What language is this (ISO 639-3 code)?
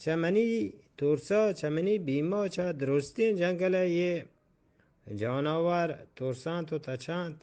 bgp